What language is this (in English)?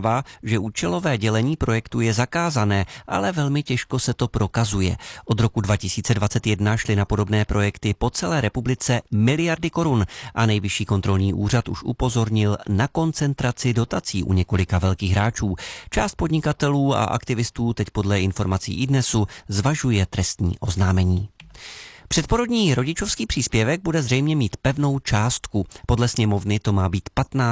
Czech